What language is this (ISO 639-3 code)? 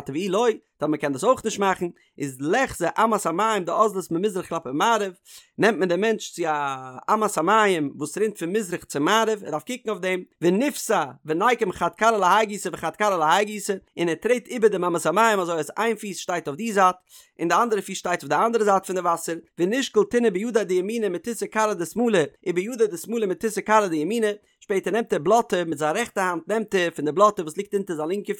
yid